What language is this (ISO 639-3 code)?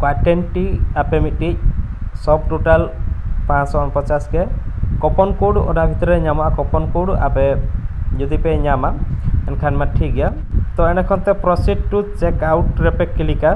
sat